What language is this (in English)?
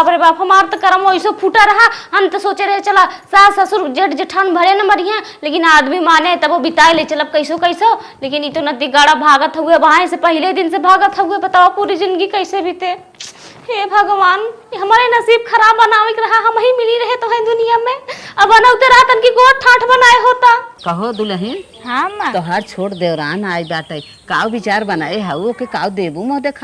Awadhi